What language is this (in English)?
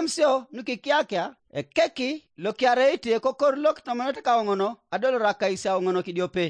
Teso